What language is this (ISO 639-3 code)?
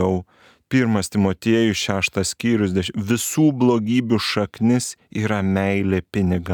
lit